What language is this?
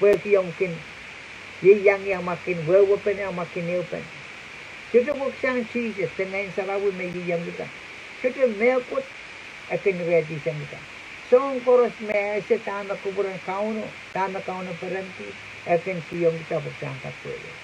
Pohnpeian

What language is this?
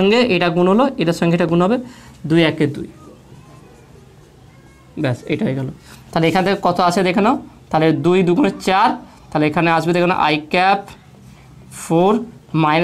Bangla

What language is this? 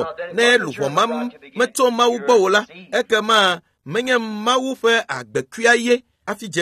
Ewe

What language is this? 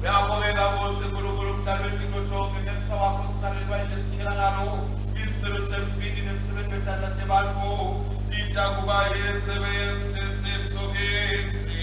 Swati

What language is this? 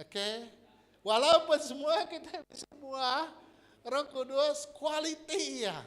Iban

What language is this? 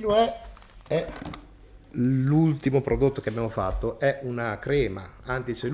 Italian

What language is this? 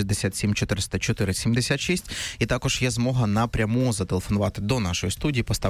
Ukrainian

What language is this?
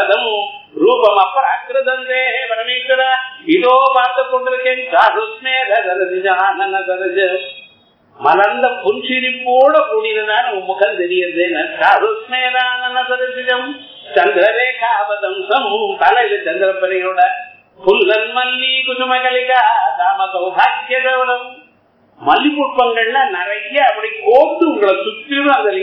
Tamil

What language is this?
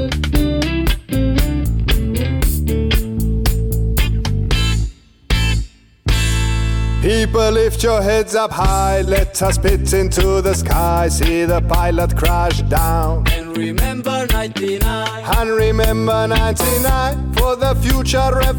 Basque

